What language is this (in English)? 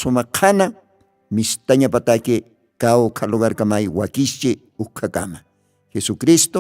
Aymara